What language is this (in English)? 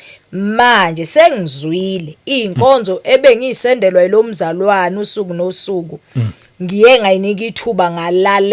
Zulu